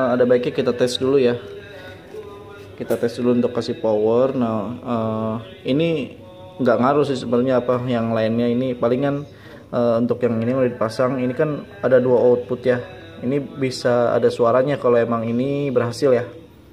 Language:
Indonesian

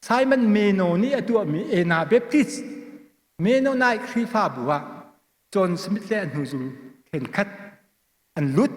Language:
Hakha Chin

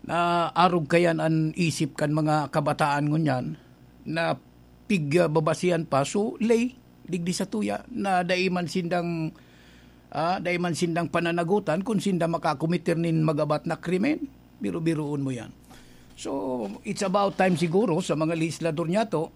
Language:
Bikol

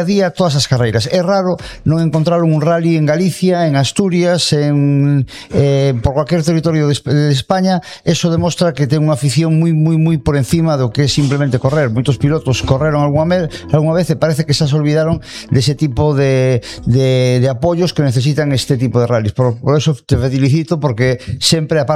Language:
Galician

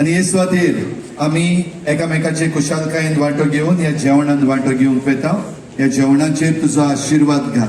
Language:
Konkani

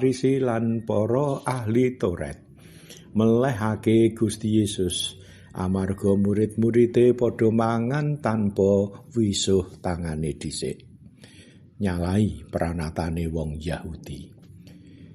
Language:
Javanese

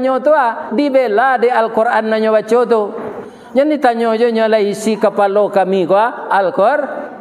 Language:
Minangkabau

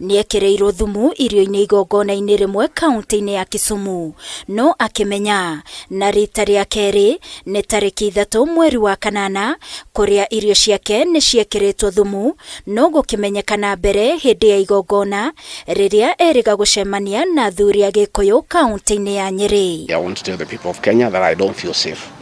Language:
Kikuyu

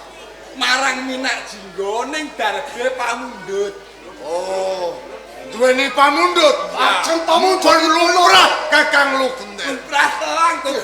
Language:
Javanese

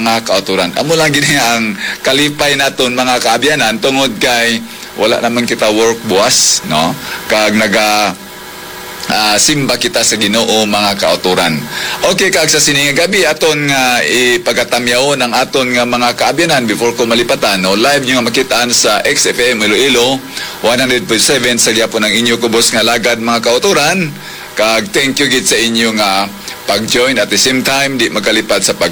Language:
Hiligaynon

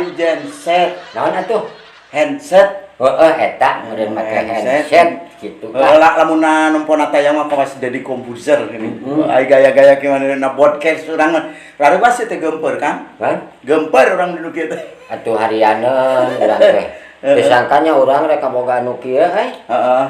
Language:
Sundanese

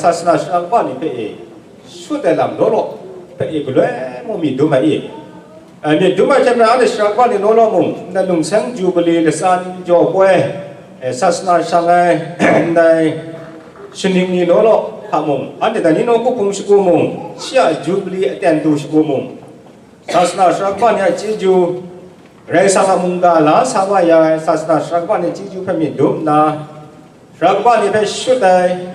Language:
Kachin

